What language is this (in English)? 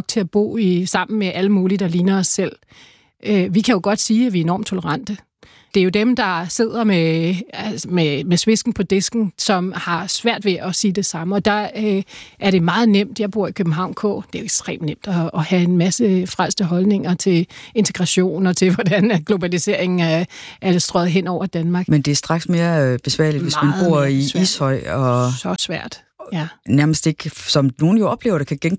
Danish